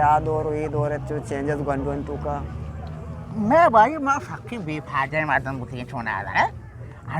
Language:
Eastern Balochi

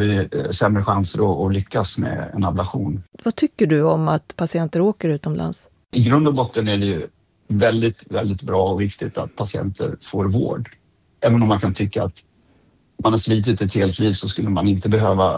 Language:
Swedish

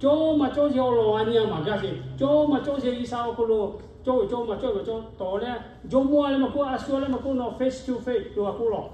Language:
Lahu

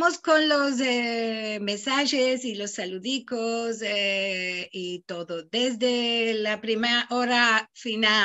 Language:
Ladino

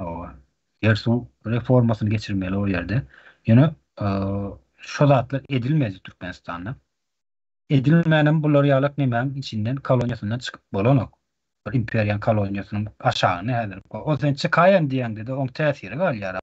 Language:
Turkmen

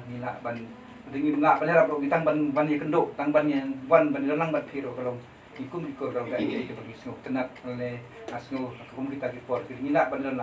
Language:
Khasi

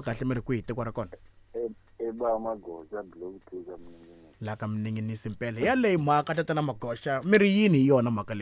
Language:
Tsonga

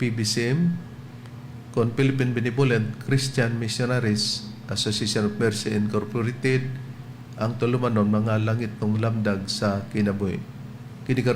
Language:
Cebuano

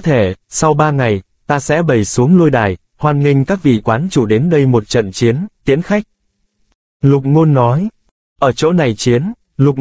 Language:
Vietnamese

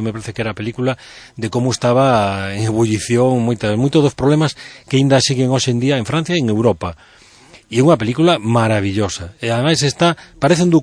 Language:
Galician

